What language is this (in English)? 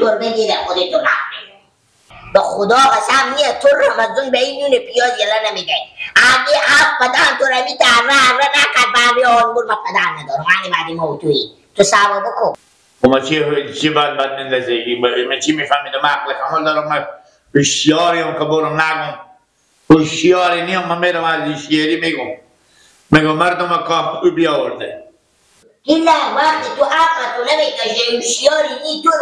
Persian